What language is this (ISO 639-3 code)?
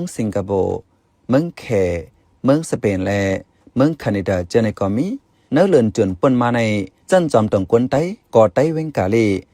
shn